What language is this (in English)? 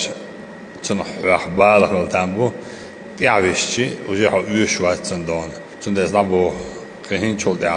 Chechen